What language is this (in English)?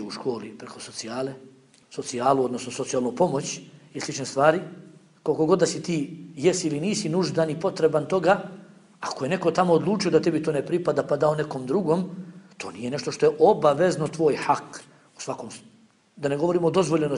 Bosnian